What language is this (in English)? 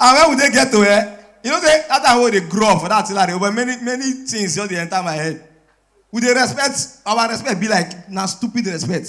Nigerian Pidgin